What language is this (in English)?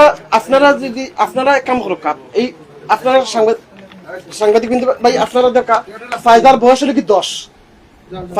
Sylheti